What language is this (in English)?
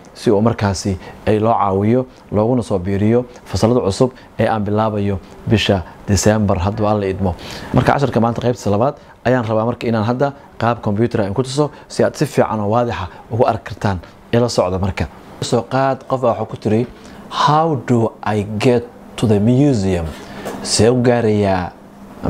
Somali